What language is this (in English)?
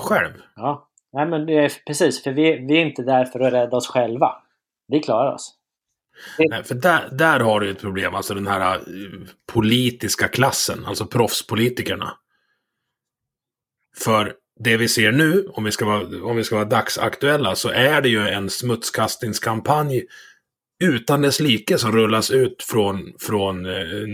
Swedish